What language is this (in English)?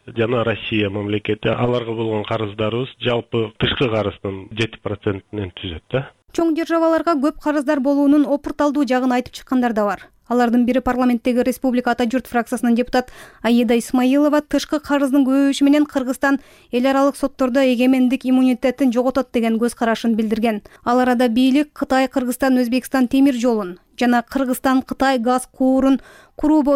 Kyrgyz